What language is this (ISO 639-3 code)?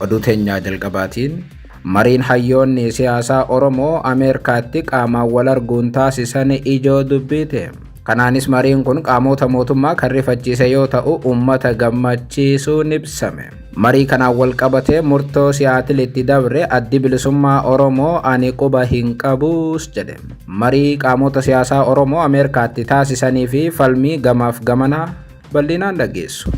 orm